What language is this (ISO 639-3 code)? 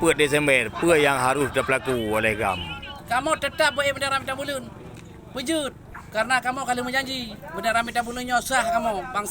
ace